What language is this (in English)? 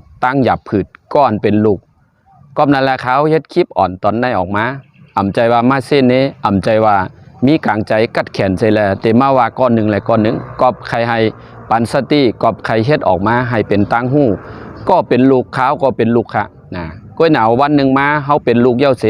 Shan